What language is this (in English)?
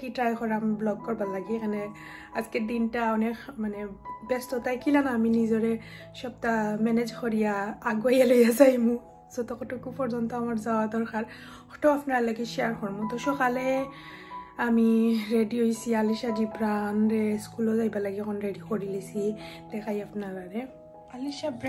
Sylheti